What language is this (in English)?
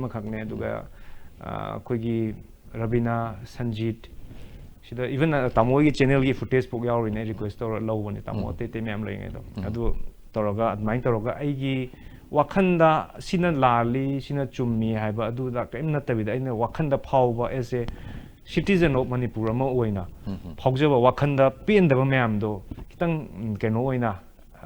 Manipuri